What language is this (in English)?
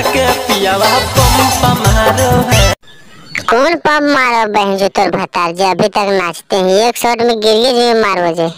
Magahi